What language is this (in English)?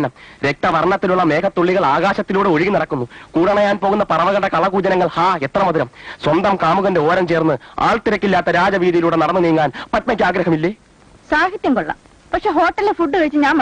Malayalam